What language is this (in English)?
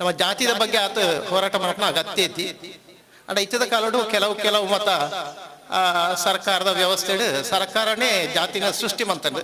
Tulu